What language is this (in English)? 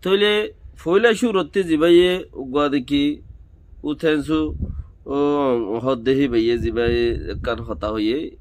Rohingya